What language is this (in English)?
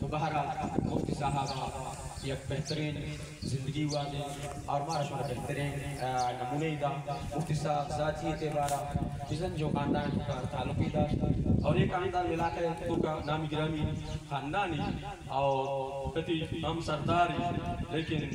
Baluchi